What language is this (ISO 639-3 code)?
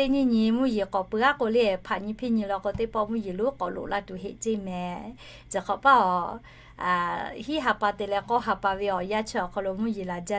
lhu